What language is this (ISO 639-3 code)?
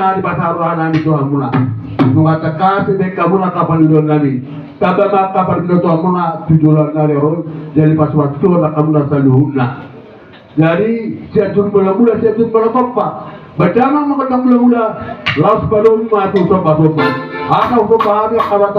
bbc